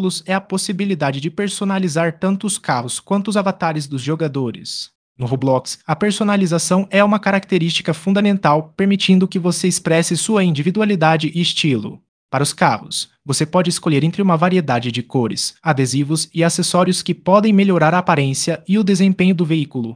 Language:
Portuguese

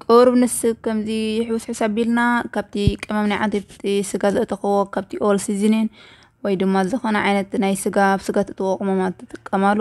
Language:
Tigrinya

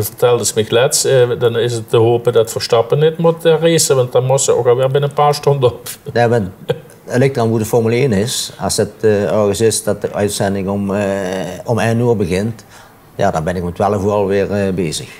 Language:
Limburgish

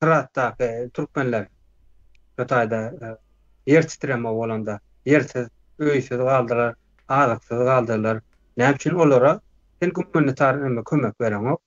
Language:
Turkmen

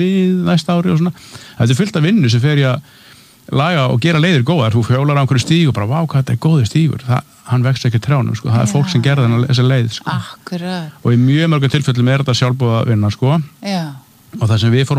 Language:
Icelandic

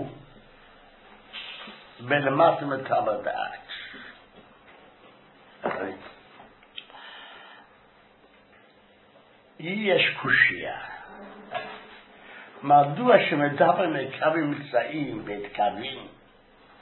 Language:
Hebrew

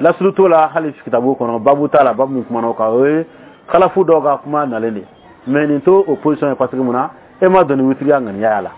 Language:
Bambara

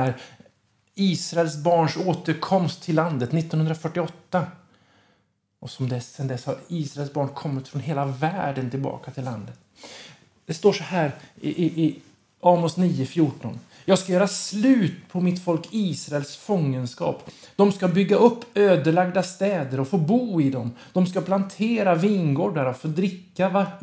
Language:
Swedish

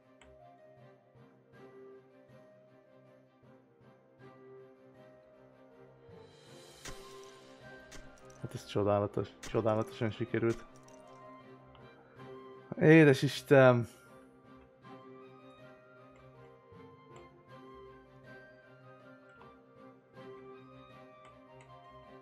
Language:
Hungarian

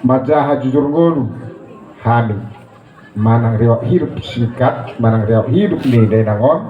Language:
Batak Toba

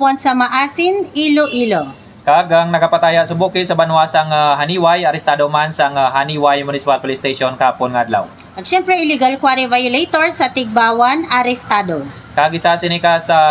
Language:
Hiligaynon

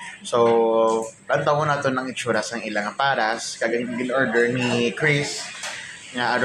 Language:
Hiligaynon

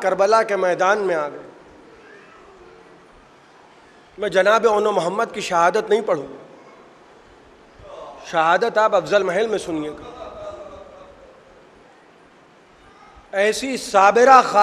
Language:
Urdu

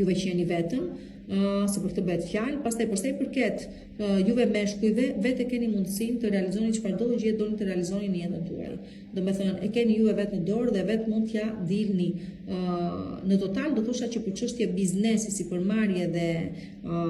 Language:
Albanian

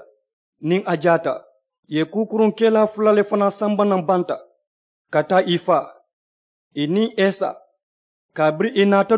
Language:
Mandingo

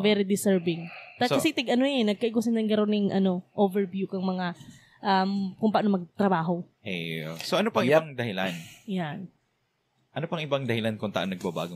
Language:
Bikol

